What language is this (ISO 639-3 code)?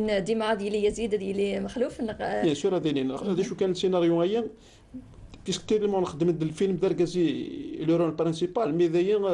kab